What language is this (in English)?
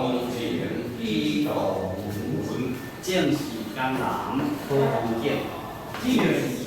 Min Nan Chinese